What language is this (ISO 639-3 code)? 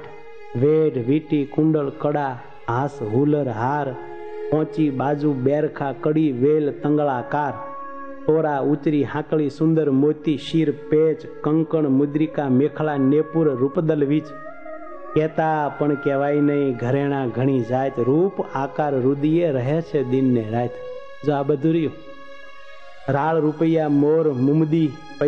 guj